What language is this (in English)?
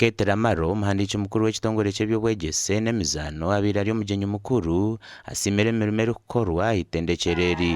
Nyankole